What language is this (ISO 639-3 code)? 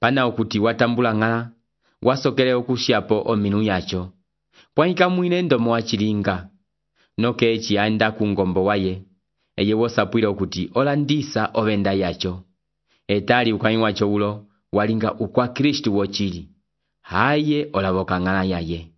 umb